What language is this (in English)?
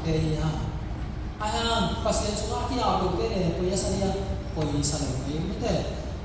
Tedim Chin